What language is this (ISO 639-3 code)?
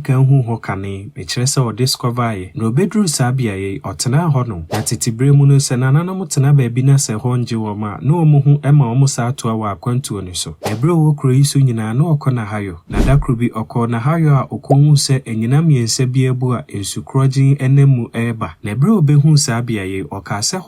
aka